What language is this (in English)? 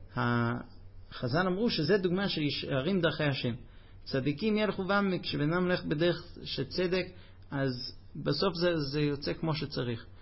Hebrew